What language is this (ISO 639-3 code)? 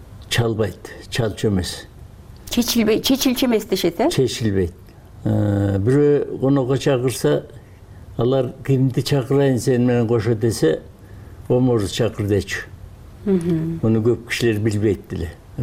kir